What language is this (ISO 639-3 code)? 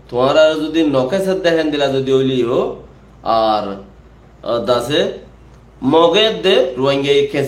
rhg